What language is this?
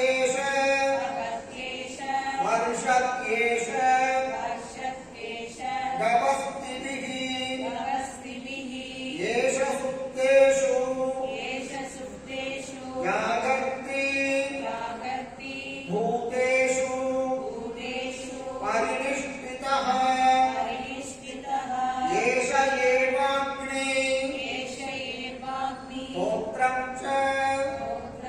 Sanskrit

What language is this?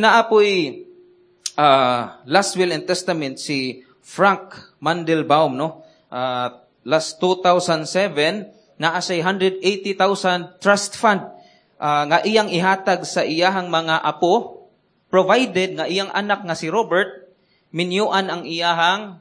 Cebuano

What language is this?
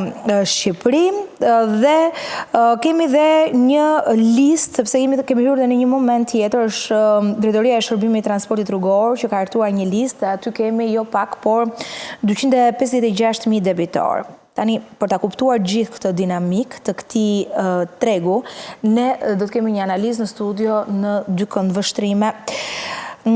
Albanian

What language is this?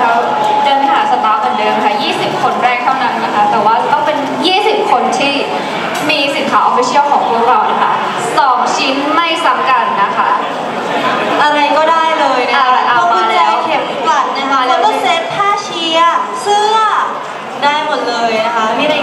Thai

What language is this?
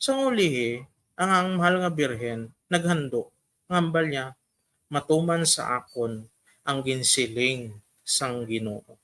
Hiligaynon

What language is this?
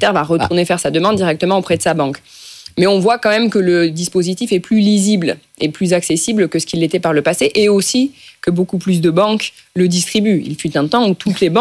French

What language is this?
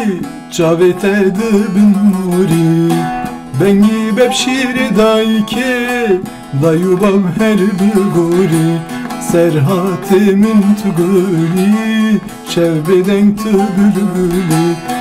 Kurdish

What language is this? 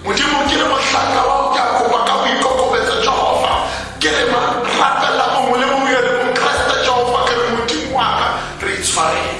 Tswana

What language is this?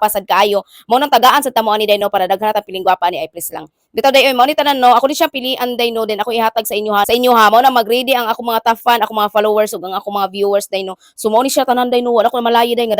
Cebuano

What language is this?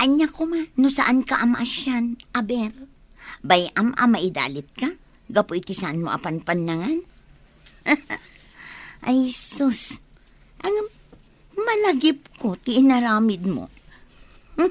Iloko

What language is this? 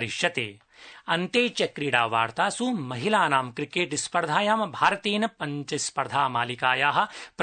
Sanskrit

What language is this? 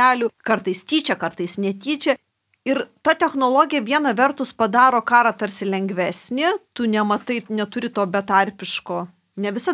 Lithuanian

